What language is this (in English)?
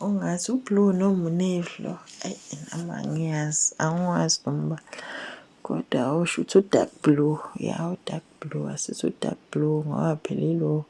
Zulu